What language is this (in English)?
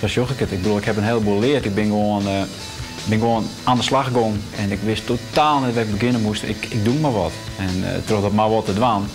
Western Frisian